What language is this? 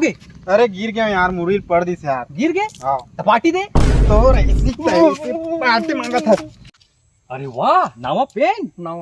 Chhattisgarhi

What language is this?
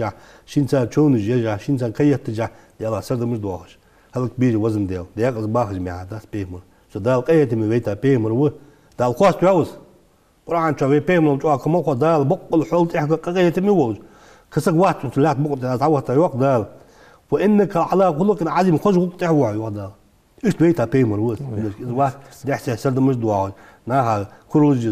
Ingush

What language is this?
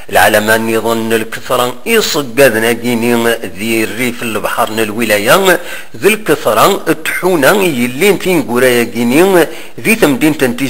Kabyle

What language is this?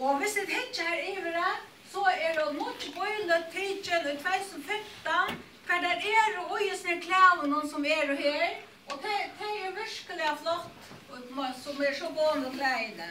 Faroese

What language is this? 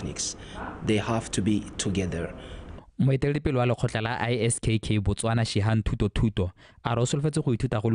Tswana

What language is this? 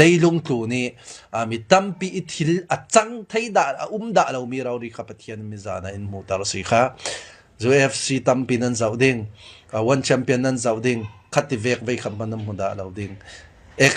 Falam Chin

